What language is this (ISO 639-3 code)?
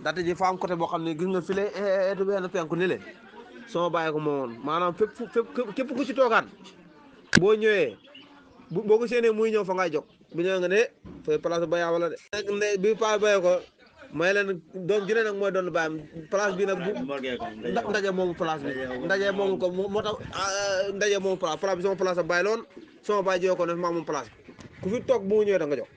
wol